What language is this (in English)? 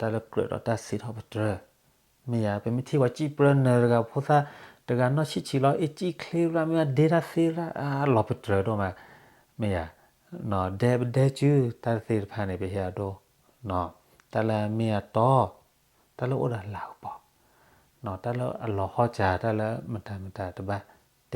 S'gaw Karen